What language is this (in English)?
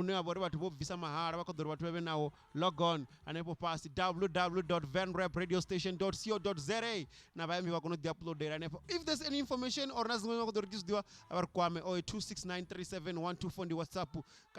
Venda